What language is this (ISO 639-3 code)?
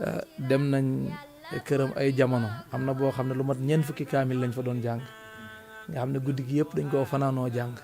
wol